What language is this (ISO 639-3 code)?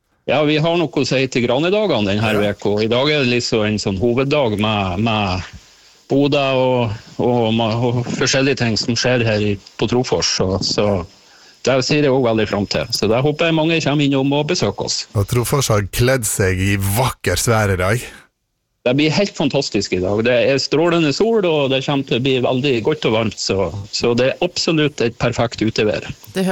nor